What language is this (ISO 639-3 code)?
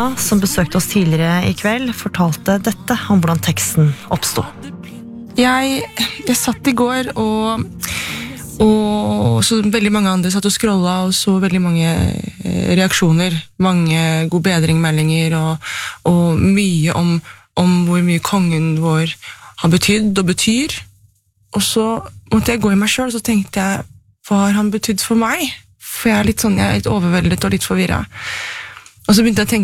nor